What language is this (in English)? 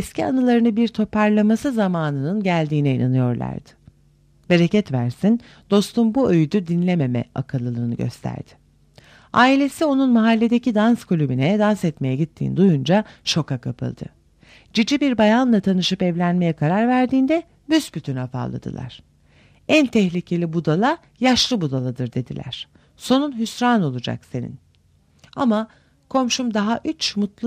Turkish